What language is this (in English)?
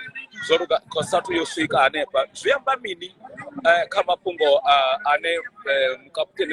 Venda